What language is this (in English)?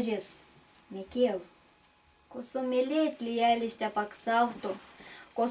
Erzya